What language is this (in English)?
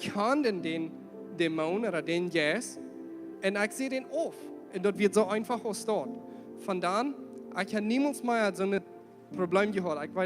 Plautdietsch